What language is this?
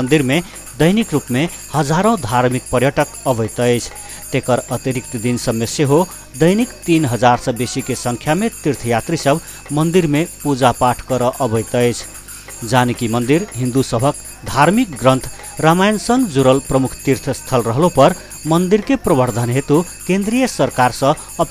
Maithili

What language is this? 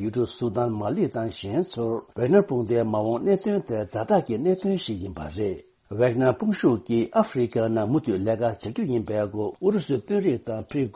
Tibetan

